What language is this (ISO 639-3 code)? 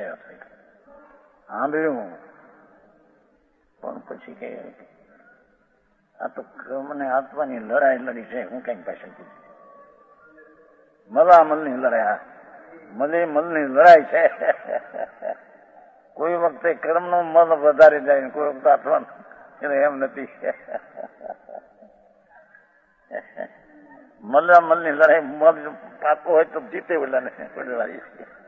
guj